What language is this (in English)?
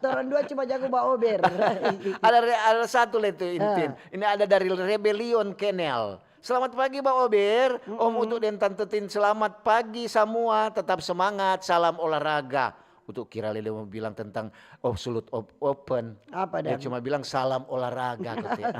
Manado Malay